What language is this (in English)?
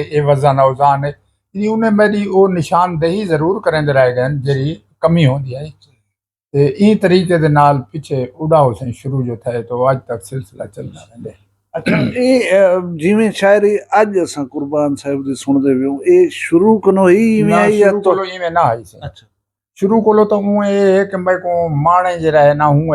Saraiki